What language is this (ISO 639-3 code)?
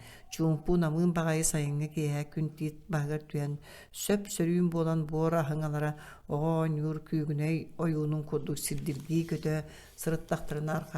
sah